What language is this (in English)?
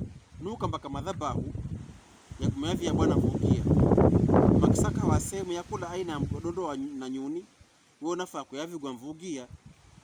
Pokomo